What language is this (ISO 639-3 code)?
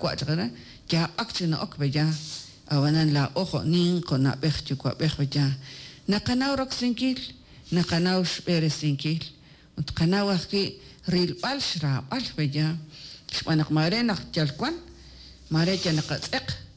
kek